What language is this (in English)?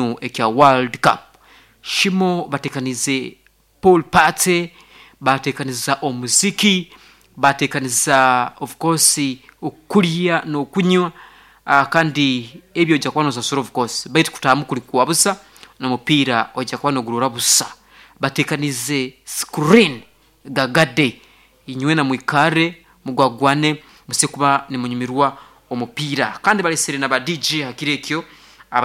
Nyoro